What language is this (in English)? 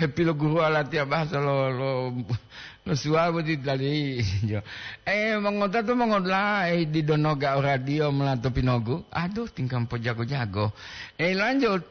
Gorontalo